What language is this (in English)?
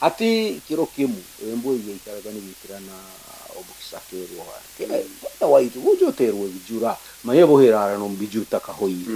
Nyankole